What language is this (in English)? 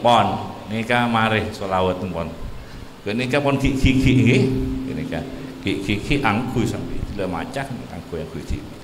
Madurese